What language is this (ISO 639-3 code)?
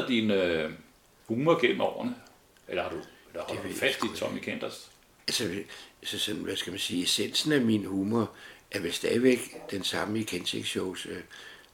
dan